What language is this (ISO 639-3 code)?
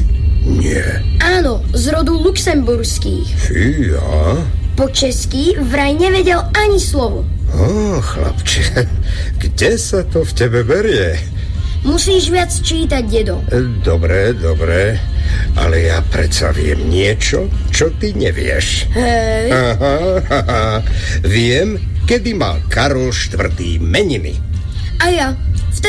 slk